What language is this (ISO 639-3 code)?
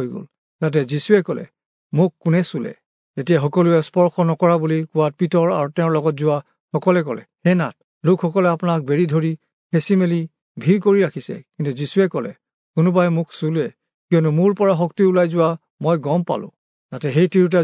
asm